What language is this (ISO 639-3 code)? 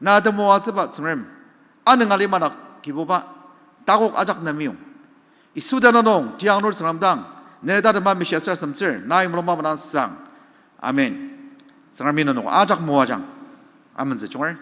njo